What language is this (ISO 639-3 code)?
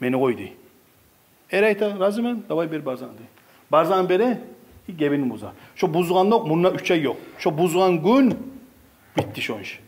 kum